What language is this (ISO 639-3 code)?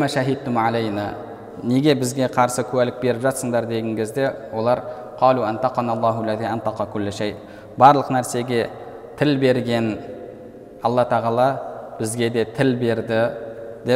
kaz